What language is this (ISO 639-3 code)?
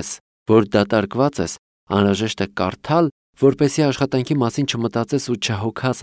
hye